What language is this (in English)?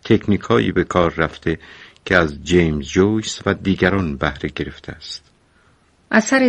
Persian